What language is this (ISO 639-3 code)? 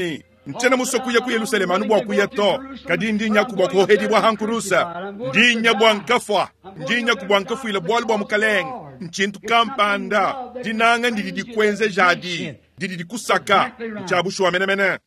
lua